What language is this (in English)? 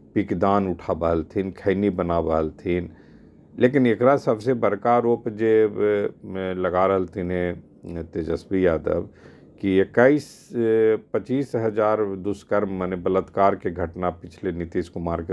Magahi